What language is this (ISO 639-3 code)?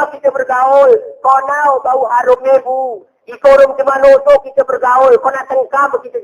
gay